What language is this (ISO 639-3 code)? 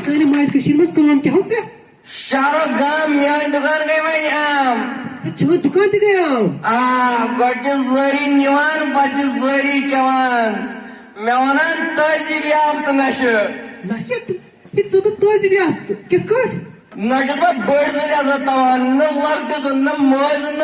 kas